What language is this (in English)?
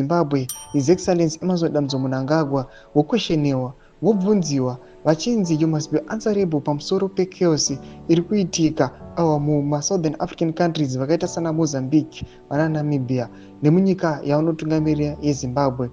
Shona